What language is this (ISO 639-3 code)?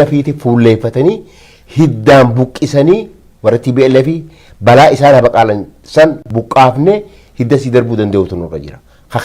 orm